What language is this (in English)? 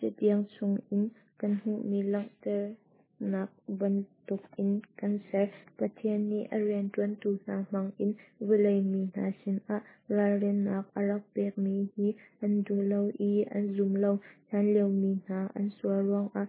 Hakha Chin